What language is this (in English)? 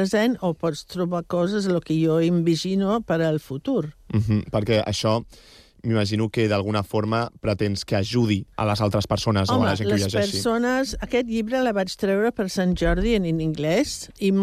Catalan